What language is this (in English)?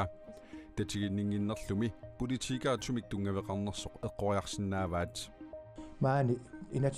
Kalaallisut